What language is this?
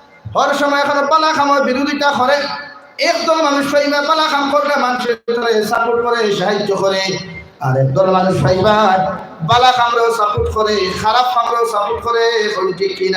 Sylheti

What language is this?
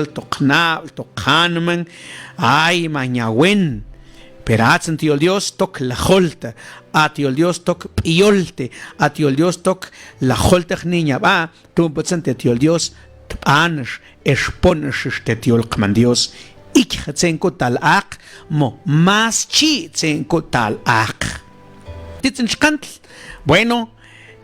Mam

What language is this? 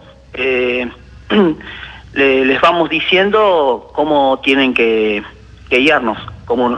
Spanish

